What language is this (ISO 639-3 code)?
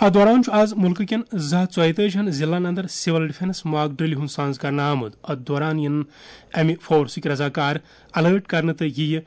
kas